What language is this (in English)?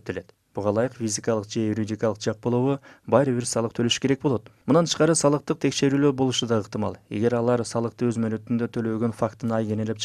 Kyrgyz